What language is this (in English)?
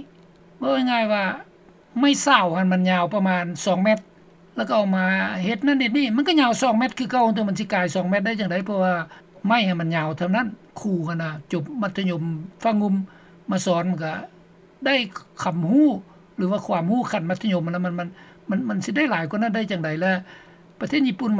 Lao